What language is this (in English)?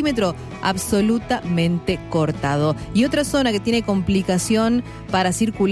Spanish